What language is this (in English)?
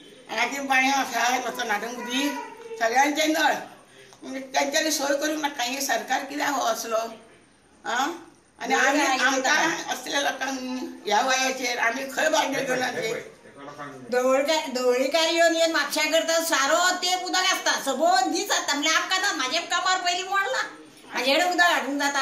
Konkani